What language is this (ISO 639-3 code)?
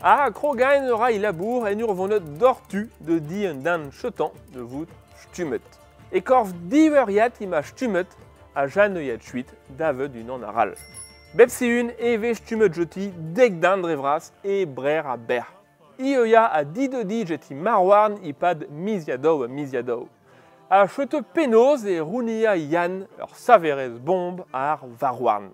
bre